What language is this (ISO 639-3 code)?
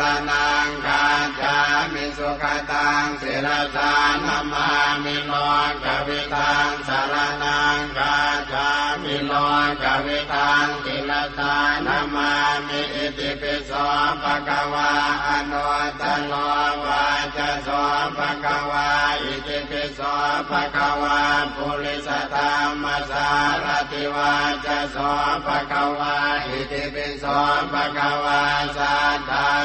pli